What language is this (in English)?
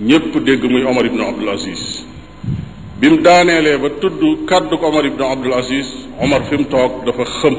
Wolof